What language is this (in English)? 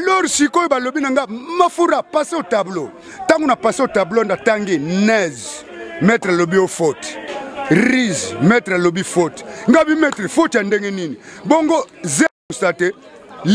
Lingala